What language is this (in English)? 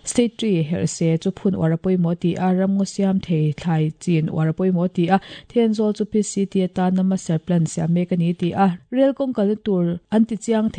Mizo